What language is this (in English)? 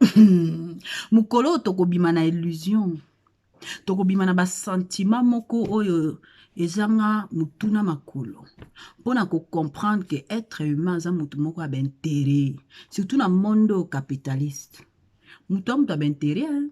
Lingala